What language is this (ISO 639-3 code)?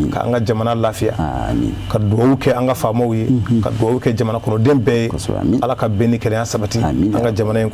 bam